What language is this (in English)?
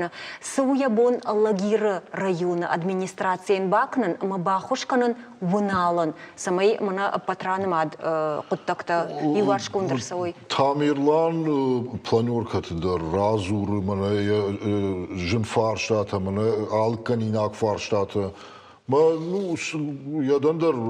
Ossetic